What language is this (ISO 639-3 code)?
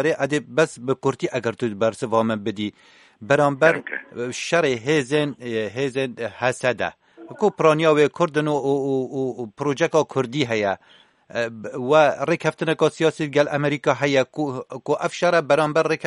kur